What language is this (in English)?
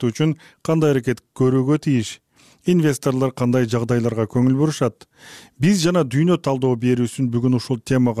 Kyrgyz